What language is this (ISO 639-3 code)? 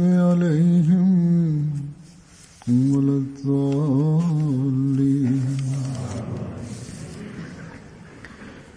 ben